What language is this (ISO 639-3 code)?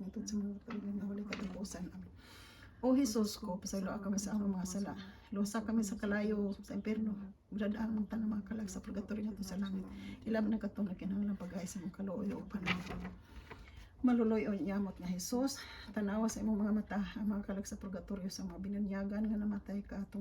ceb